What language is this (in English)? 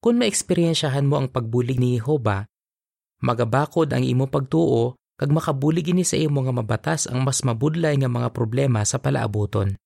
Hiligaynon